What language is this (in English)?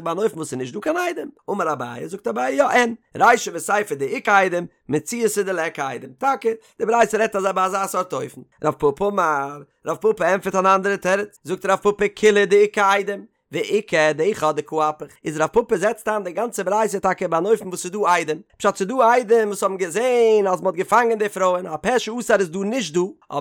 Yiddish